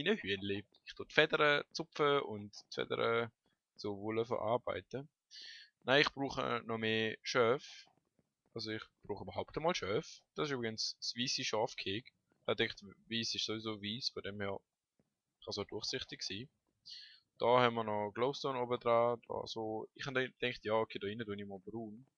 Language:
Swiss German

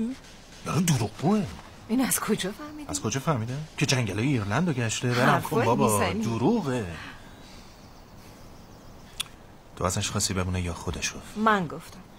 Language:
Persian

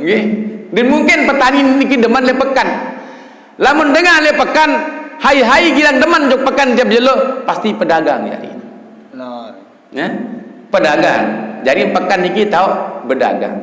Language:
Sasak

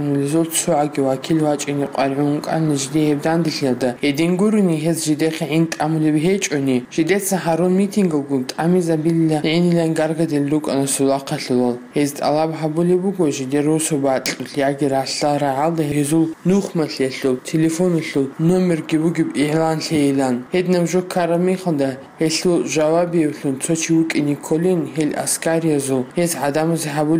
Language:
Avaric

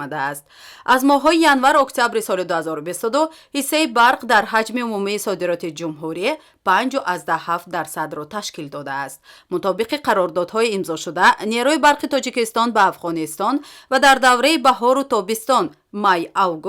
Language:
Tajik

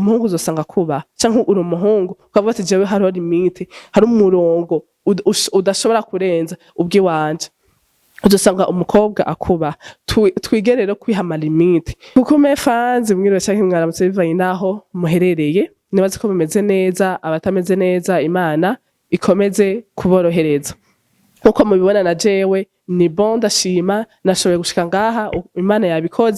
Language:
Rundi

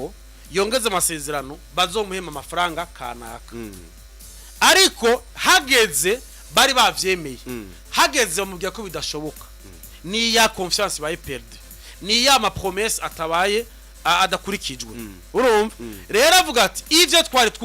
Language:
Rundi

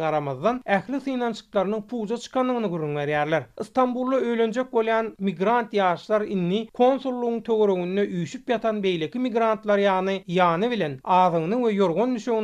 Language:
Turkmen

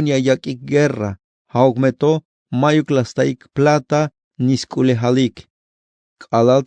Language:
Tzeltal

